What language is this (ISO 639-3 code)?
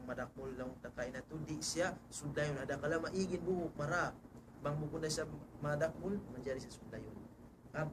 tsg